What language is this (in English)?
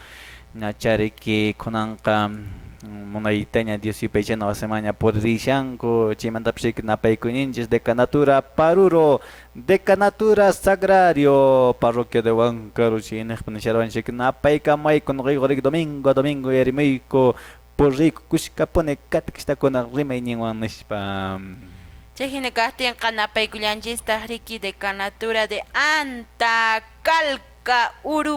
Quechua